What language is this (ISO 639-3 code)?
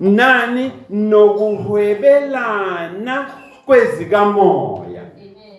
zul